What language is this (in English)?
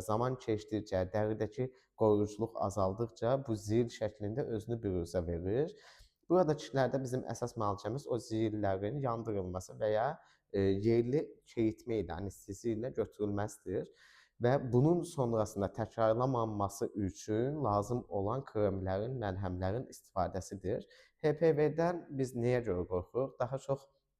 Azerbaijani